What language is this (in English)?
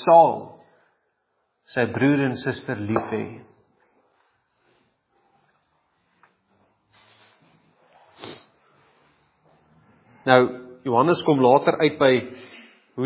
Afrikaans